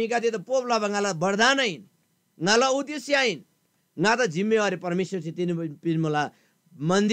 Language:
Eastern Tamang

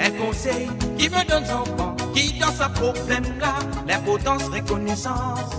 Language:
Morisyen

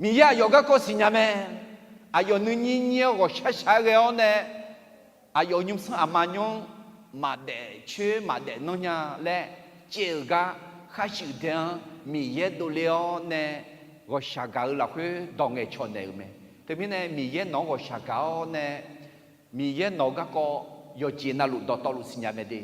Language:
Akha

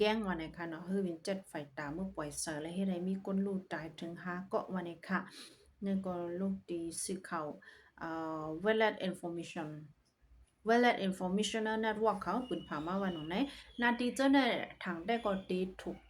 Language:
Shan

